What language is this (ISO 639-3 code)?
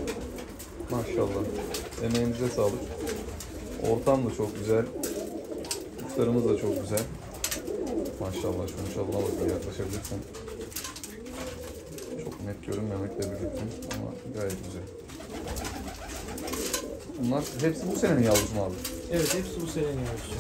tur